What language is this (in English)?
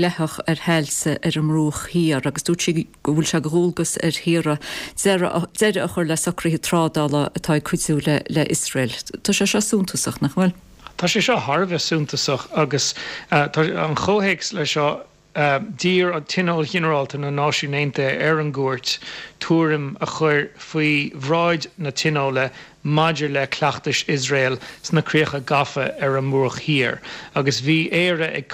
Irish